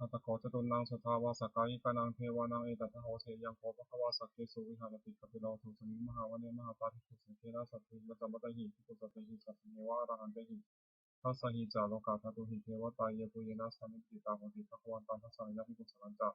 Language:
Pali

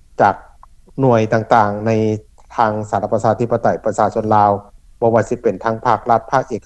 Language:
Lao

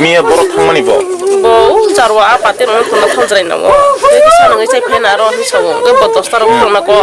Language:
Kok Borok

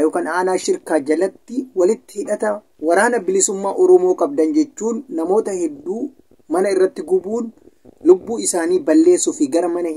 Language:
Oromo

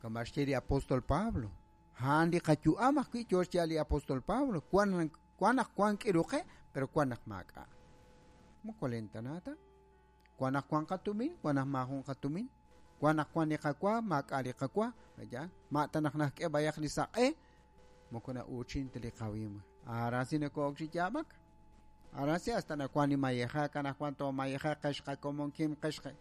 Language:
Kekchí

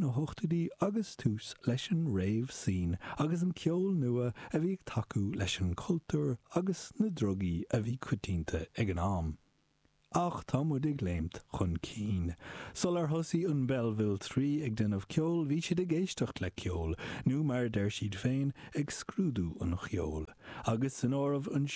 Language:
Irish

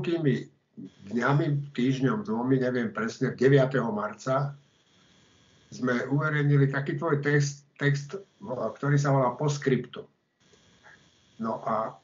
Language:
Slovak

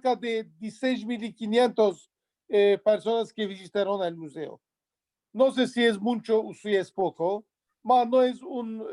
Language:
Ladino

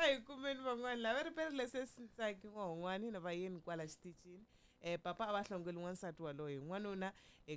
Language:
Tsonga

